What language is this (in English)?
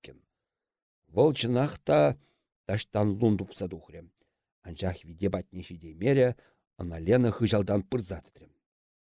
Chuvash